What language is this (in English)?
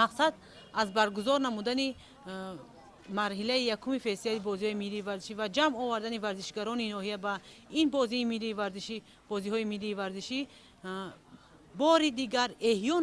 Tajik